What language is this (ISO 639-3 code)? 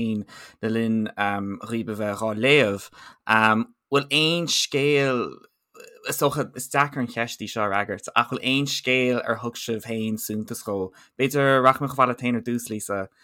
gle